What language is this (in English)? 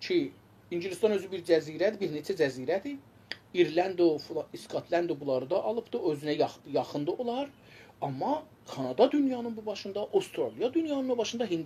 South Azerbaijani